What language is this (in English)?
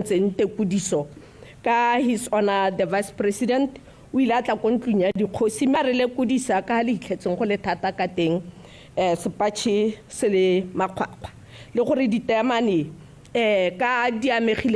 Tswana